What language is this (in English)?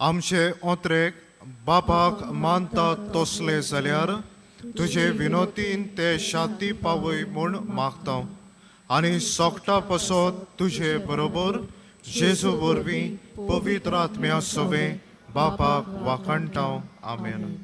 Konkani